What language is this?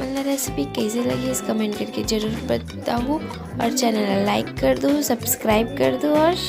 Chhattisgarhi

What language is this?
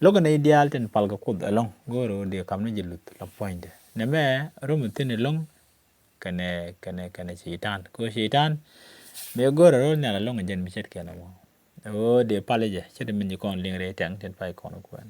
Nuer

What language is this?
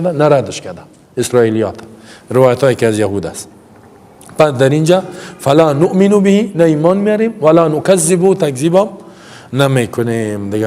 Persian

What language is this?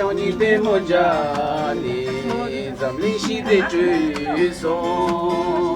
Tibetan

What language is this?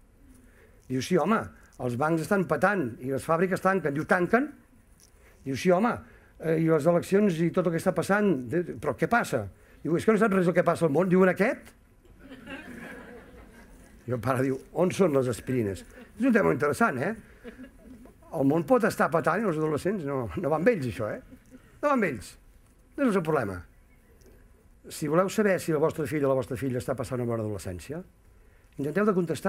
Catalan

